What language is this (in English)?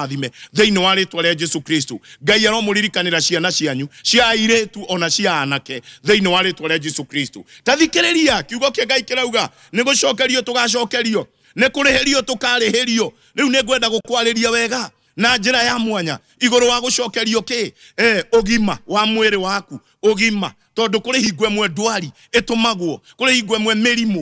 Kikuyu